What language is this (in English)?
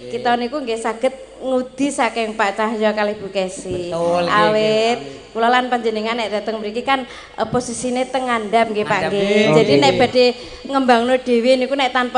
Javanese